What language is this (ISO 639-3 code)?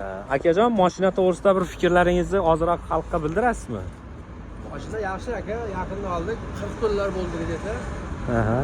uzb